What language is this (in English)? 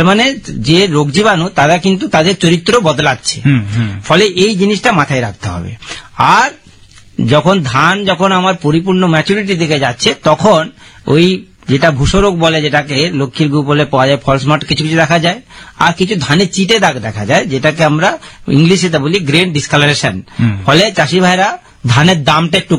Bangla